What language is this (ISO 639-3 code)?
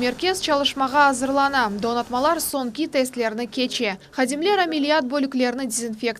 crh